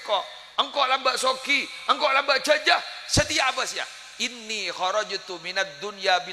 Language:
Madurese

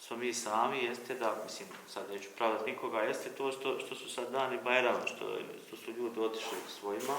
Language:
Bosnian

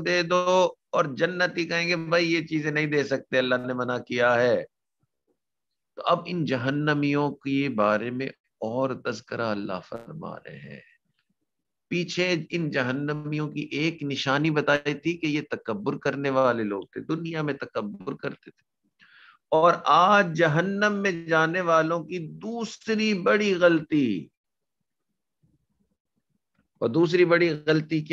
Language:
Urdu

